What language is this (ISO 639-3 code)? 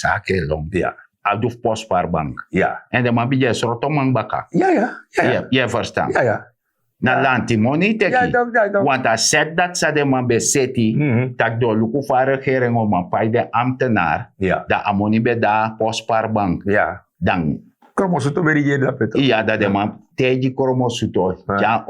srn